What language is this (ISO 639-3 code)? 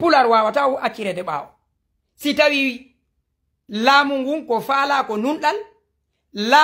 ful